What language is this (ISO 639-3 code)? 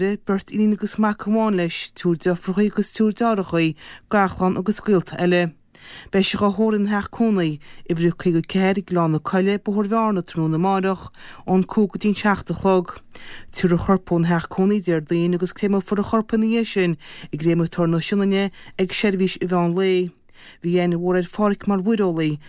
gle